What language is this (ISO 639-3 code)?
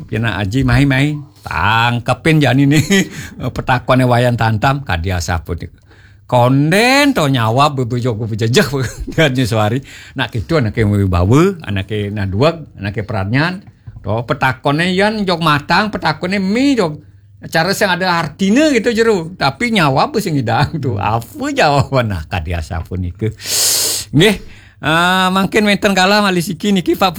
ban